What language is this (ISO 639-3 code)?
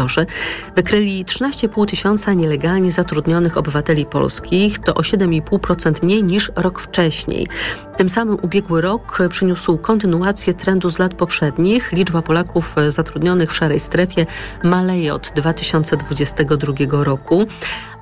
pol